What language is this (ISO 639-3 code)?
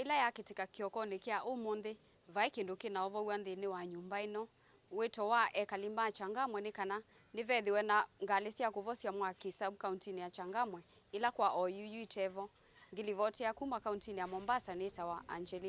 kam